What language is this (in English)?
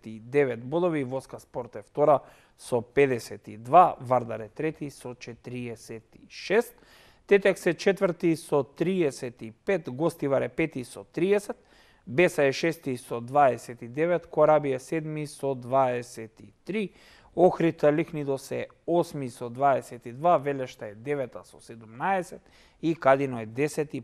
Macedonian